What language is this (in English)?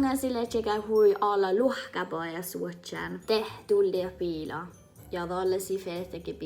Northern Sami